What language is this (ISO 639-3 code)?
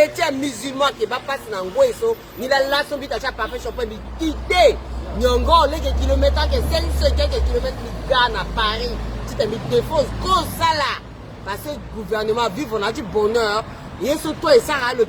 sag